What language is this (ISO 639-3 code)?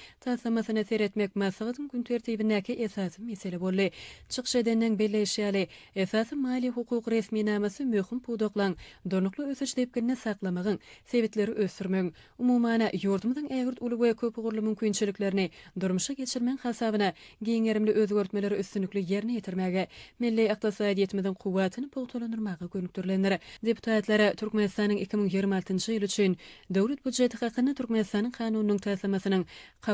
tuk